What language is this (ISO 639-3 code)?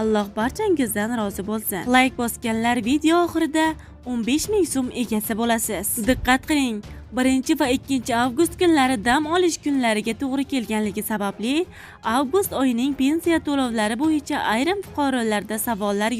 uzb